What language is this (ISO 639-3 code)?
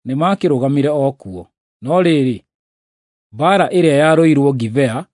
kik